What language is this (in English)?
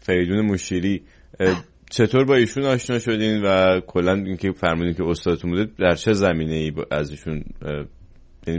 Persian